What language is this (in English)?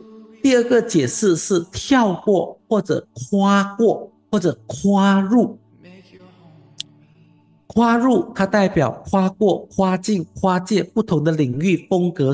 Chinese